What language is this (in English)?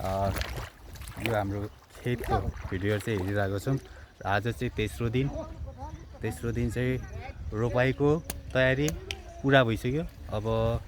Nepali